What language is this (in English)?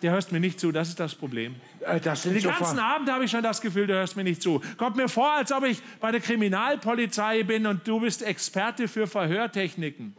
Swiss German